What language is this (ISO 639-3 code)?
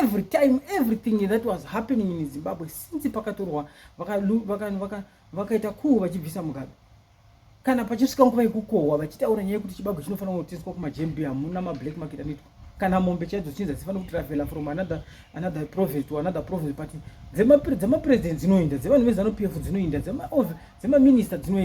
sna